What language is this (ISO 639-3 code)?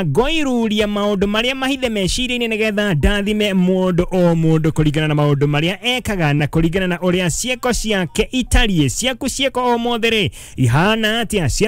kik